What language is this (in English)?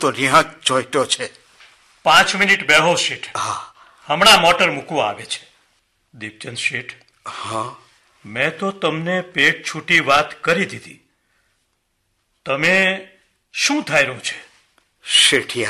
Gujarati